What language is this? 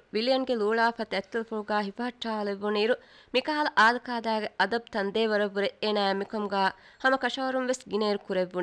Divehi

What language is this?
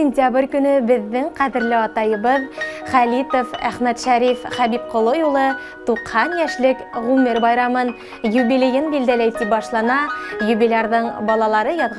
Bashkir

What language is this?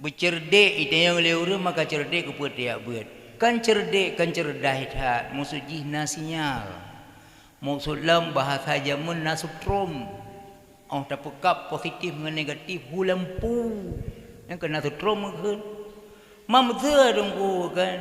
Achinese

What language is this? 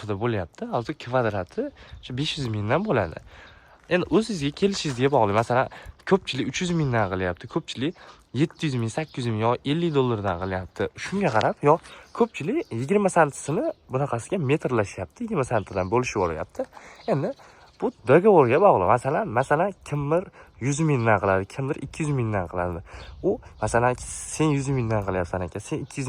Uzbek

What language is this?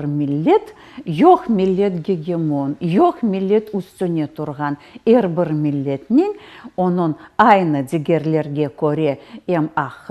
Crimean Tatar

